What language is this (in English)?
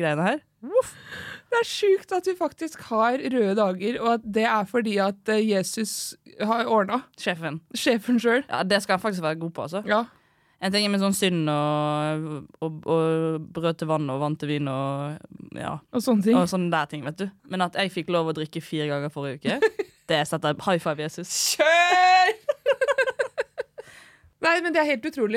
Norwegian